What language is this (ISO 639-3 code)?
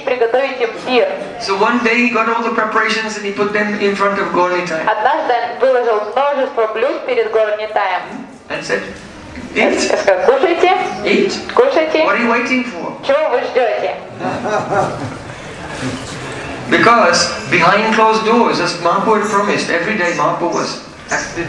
eng